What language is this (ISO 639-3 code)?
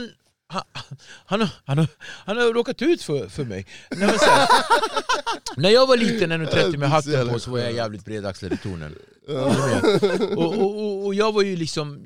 swe